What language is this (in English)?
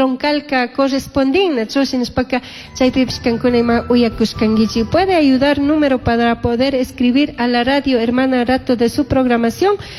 Chimborazo Highland Quichua